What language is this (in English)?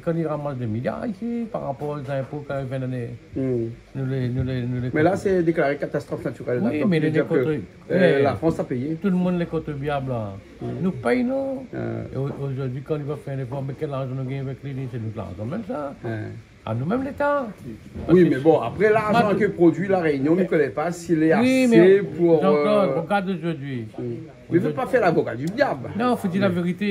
Réunion Creole French